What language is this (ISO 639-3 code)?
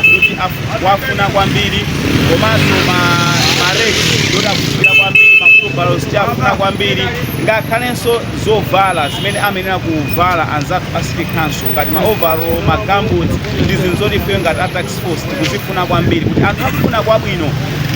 nya